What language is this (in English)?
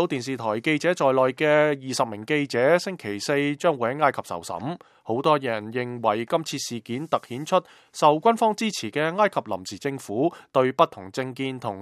Cantonese